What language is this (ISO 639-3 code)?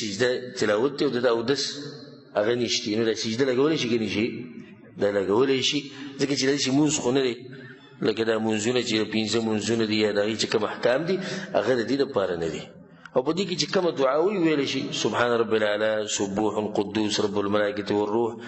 pus